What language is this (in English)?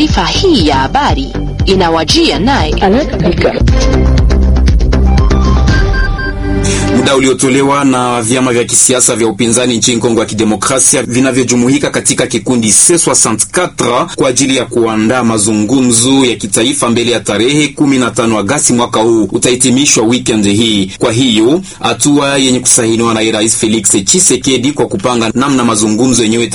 Swahili